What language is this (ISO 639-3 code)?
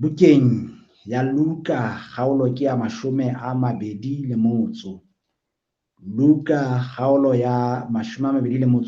sot